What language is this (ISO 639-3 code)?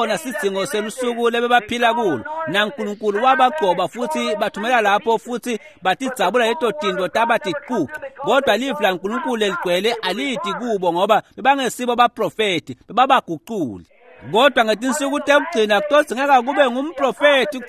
ssw